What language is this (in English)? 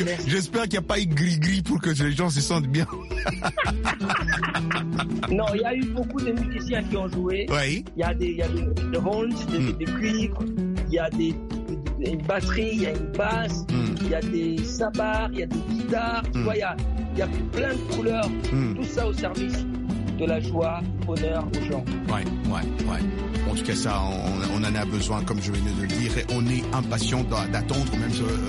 French